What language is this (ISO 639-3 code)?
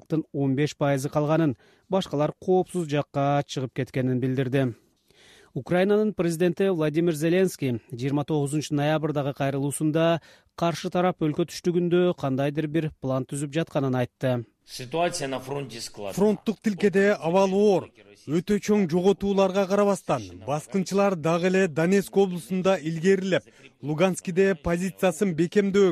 kir